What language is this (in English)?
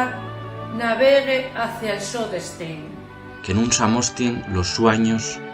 Asturian